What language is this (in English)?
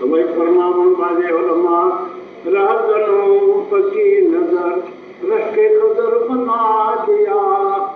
Kashmiri